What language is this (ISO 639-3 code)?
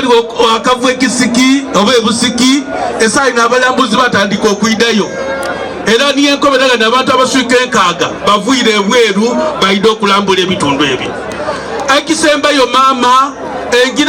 xog